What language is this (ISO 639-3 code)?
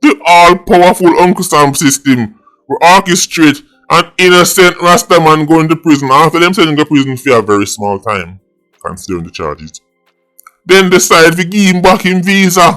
jam